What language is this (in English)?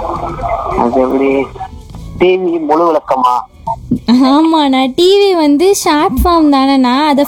Tamil